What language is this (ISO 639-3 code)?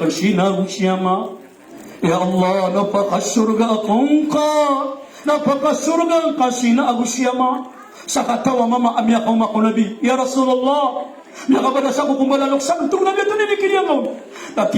mrw